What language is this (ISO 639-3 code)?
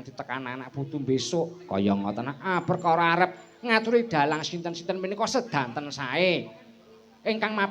jav